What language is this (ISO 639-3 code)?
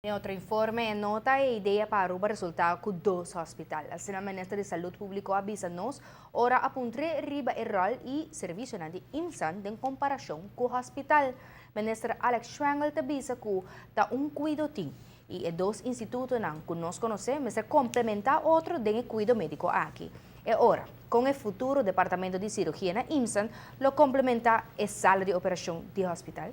pap